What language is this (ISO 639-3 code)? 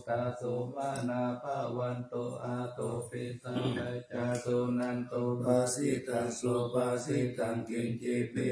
pli